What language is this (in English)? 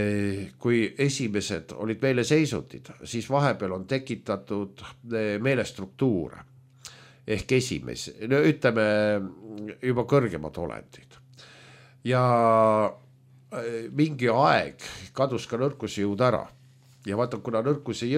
Estonian